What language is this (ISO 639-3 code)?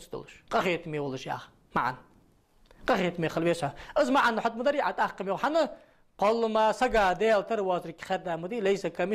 inh